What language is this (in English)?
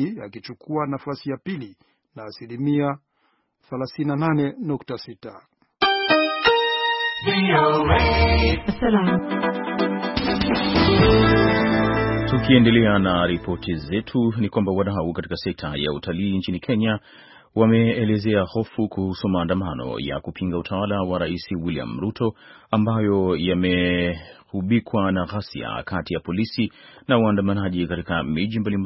Swahili